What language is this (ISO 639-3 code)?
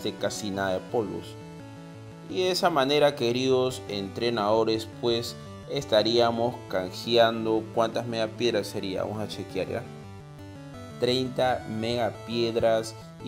spa